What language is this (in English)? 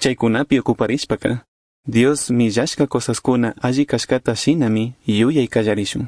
Chimborazo Highland Quichua